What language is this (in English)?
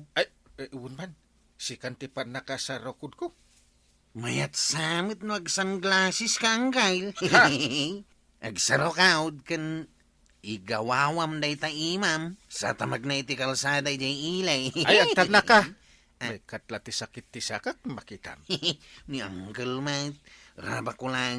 Iloko